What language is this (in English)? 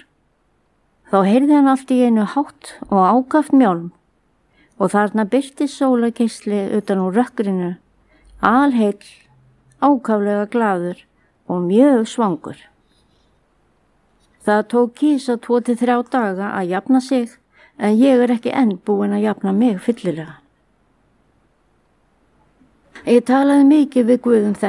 Icelandic